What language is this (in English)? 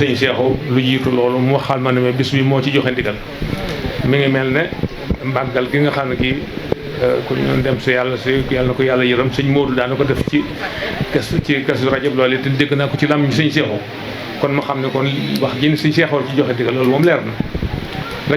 Wolof